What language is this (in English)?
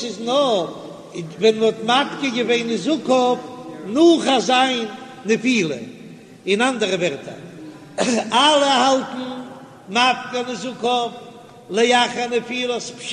Yiddish